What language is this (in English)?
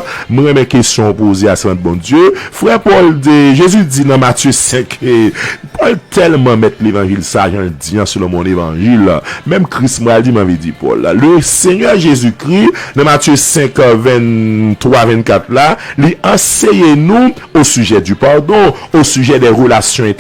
Haitian Creole